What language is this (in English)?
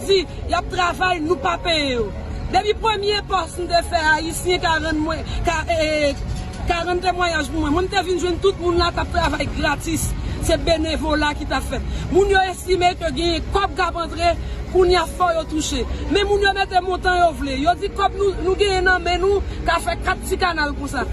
Haitian Creole